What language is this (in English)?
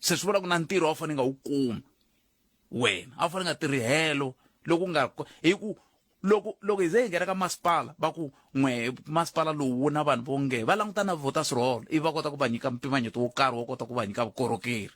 Tsonga